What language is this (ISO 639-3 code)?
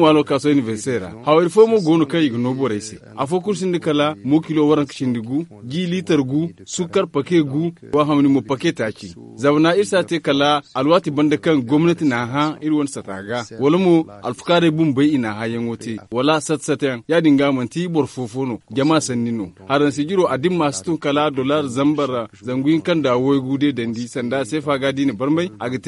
dje